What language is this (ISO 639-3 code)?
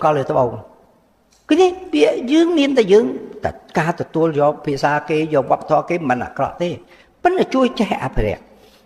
khm